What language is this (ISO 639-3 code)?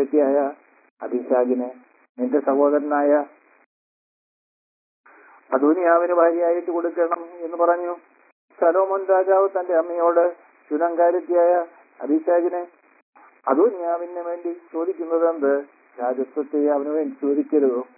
mal